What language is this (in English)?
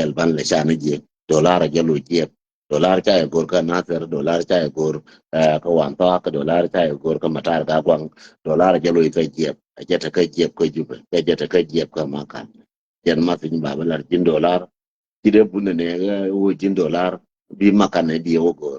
Nuer